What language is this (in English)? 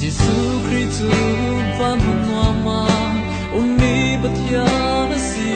Falam Chin